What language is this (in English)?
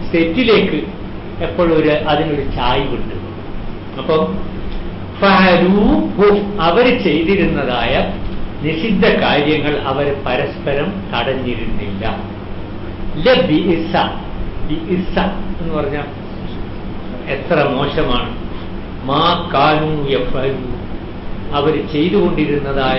Malayalam